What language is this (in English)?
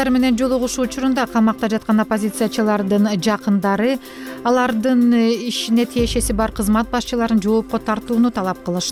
Kyrgyz